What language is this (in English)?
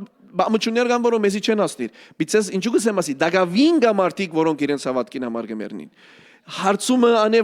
Western Armenian